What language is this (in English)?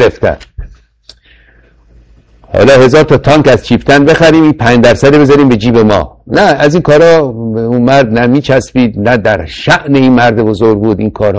Persian